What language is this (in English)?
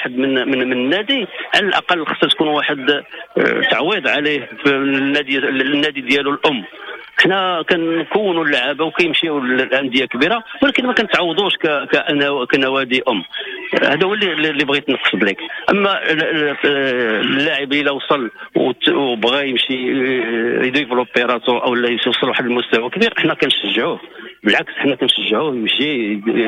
Moroccan Arabic